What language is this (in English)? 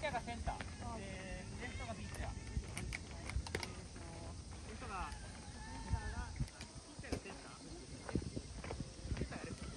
Japanese